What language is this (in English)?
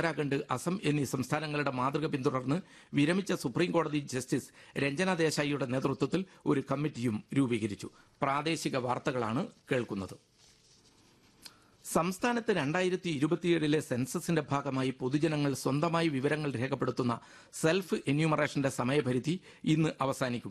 Malayalam